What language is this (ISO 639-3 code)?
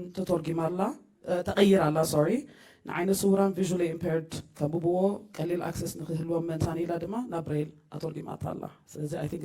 tir